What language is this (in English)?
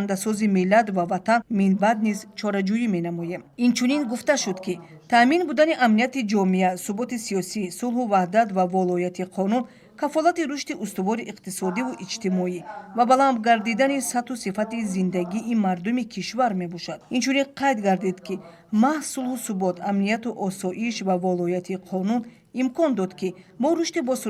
Tajik